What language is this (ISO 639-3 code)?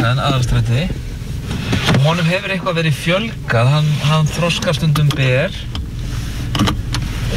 isl